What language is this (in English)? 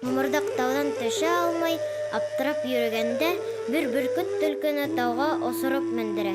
Bashkir